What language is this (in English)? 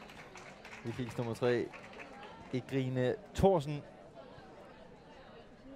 Danish